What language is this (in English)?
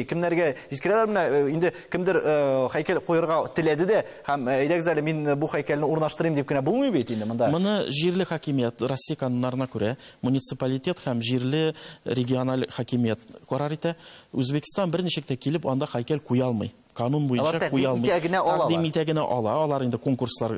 Tatar